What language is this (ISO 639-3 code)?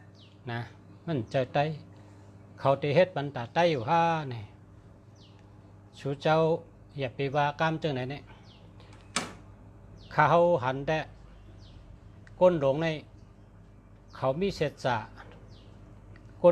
shn